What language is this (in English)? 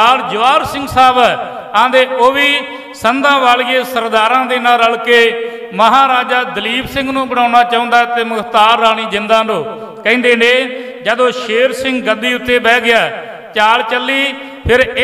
Punjabi